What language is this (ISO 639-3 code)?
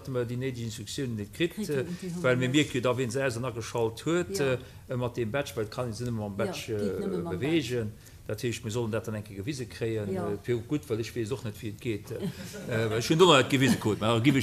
ltz